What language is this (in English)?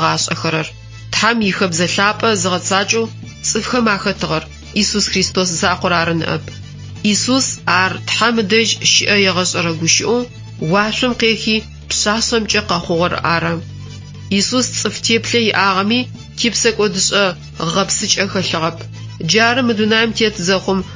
Adyghe